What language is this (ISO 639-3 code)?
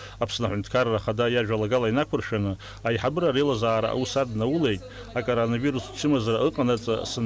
abk